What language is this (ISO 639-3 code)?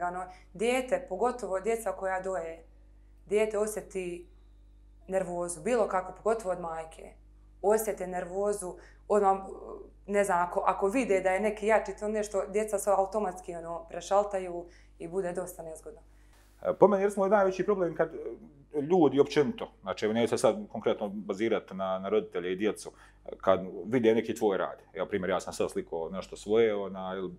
bos